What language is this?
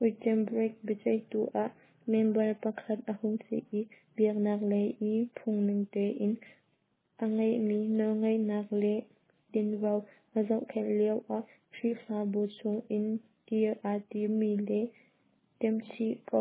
Hakha Chin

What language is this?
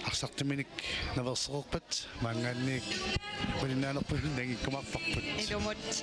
Kalaallisut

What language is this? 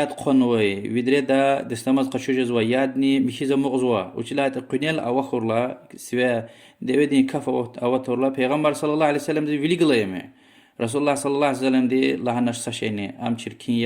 Lezghian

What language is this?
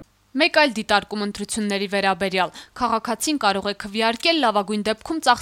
Armenian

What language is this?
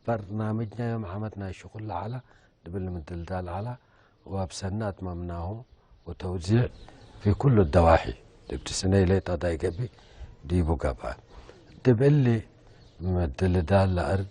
Tigre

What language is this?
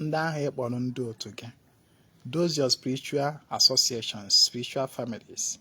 Igbo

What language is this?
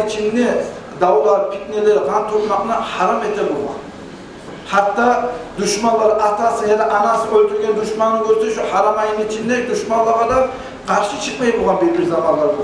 Kumyk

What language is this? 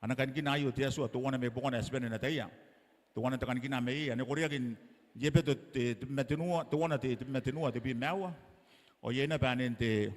Gilbertese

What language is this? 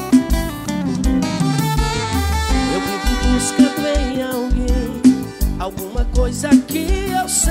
Portuguese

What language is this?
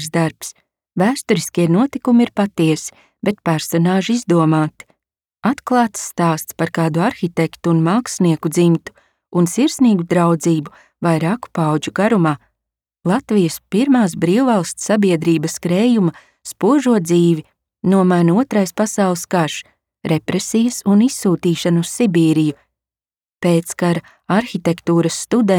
Latvian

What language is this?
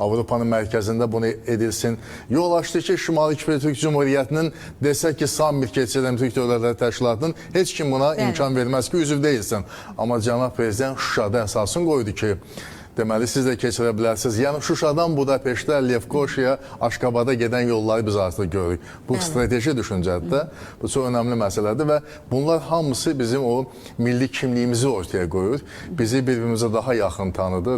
Azerbaijani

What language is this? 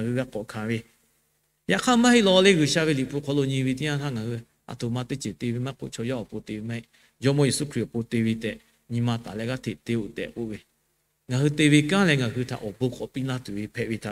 Lahu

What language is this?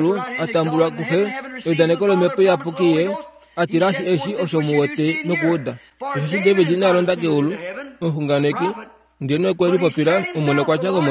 Kuanyama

